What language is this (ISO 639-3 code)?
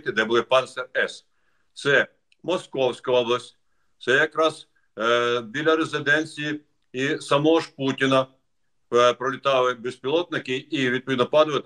ukr